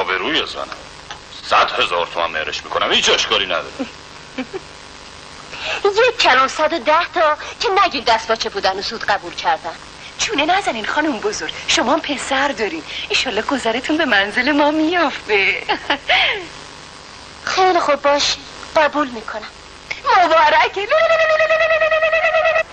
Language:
Persian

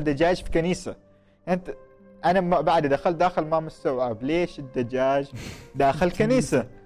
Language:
Gulf Arabic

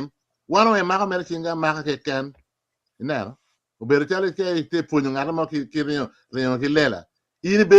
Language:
Acoli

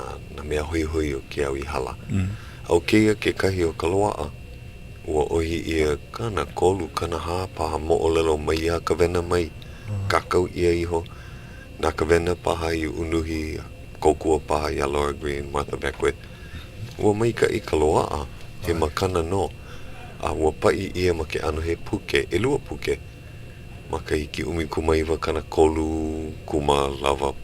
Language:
Hawaiian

